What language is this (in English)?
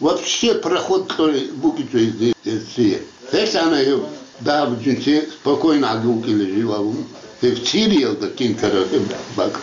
Avaric